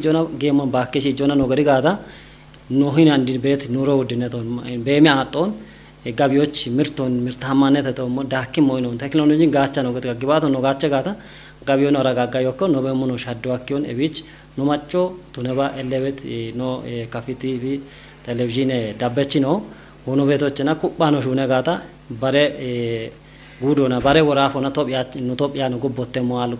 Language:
Kafa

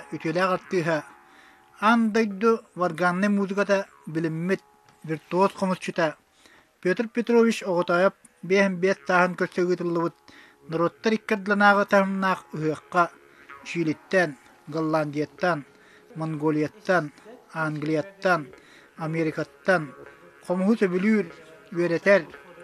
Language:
Yakut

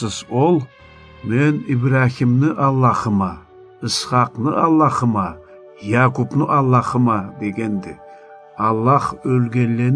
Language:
Karachay-Balkar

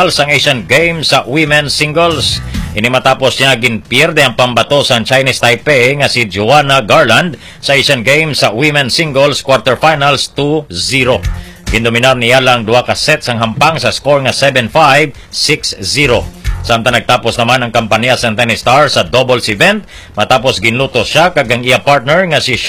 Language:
Hiligaynon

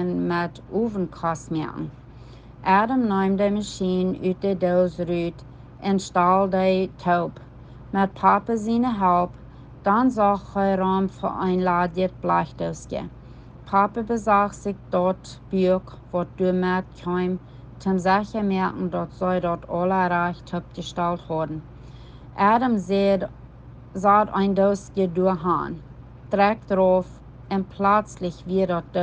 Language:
Plautdietsch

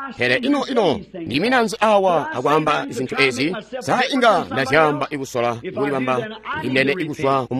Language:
Tonga (Zambia)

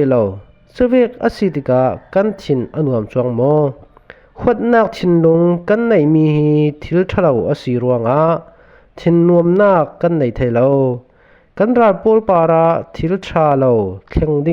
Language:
Falam Chin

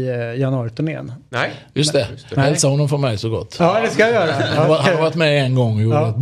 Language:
Swedish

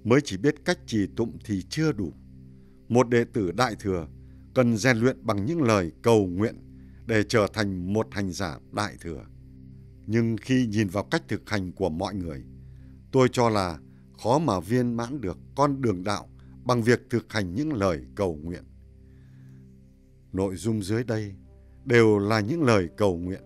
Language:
Vietnamese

